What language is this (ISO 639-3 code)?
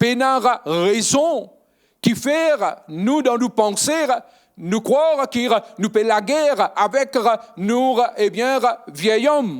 mfe